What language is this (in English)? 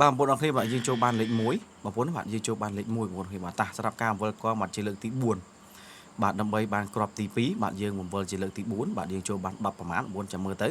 Khmer